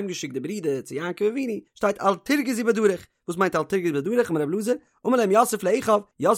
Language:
Yiddish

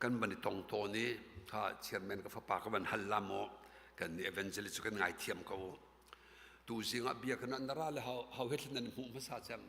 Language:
Hakha Chin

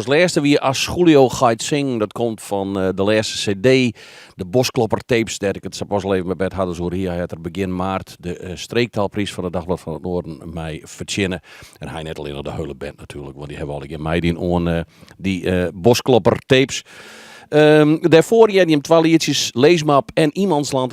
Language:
Western Frisian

